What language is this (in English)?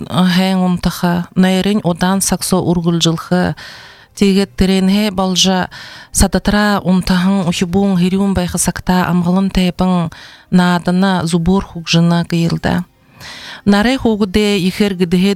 Buriat